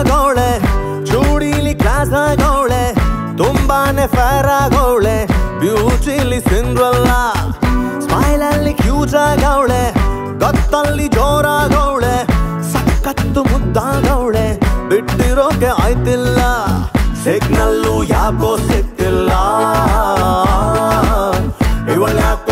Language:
Kannada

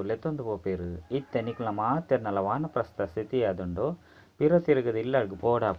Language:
Tulu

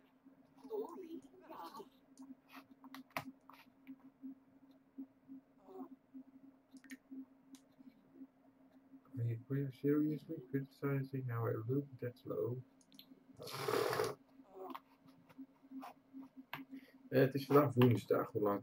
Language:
Dutch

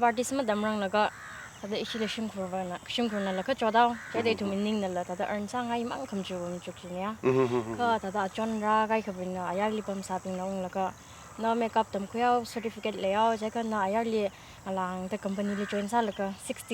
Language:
Tangkhul Naga (India)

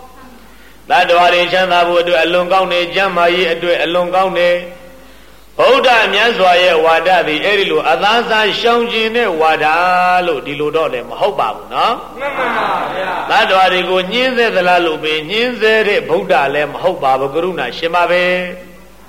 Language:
Burmese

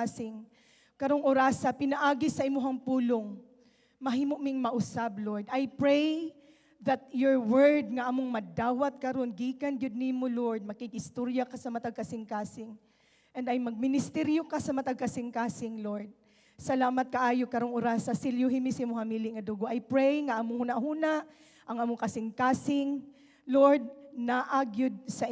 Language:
Cebuano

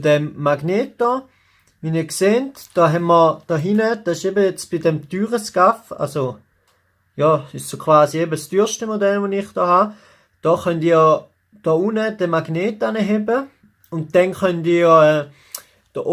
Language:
Swiss German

